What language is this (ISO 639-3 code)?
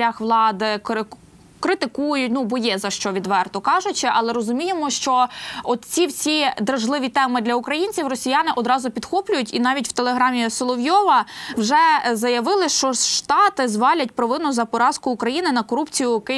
ukr